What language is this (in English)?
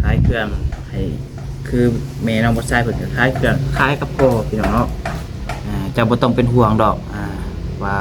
Northeastern Thai